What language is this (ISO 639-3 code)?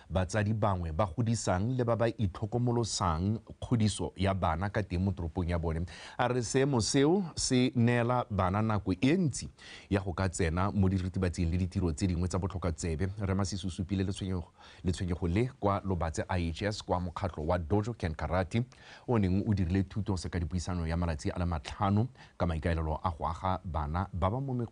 tsn